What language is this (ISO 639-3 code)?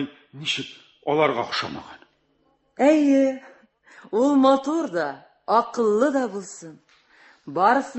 tat